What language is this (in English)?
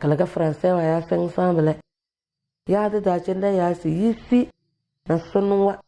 Tem